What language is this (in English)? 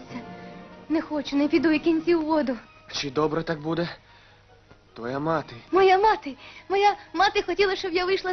Ukrainian